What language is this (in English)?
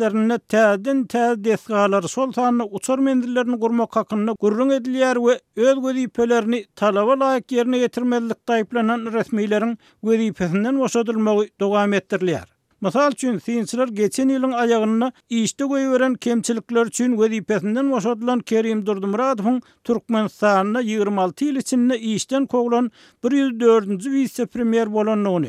Turkmen